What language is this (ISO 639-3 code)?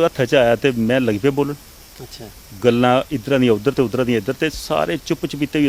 doi